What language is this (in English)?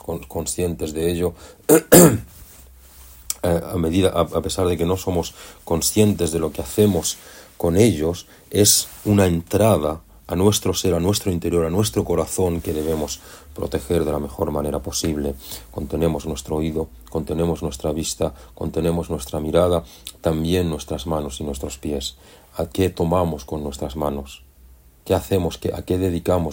Spanish